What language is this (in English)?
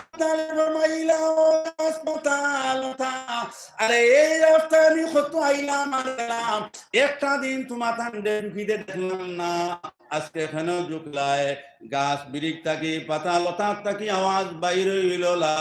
Sylheti